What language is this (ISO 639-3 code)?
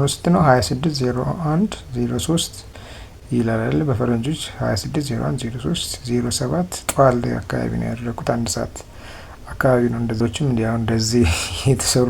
amh